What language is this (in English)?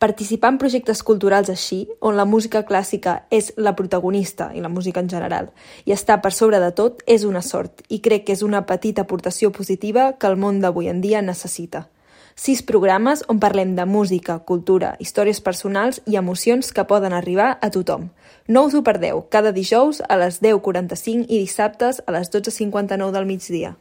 Catalan